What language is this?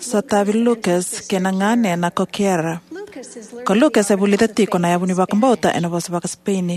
Fijian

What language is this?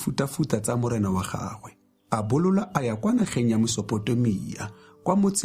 Tswana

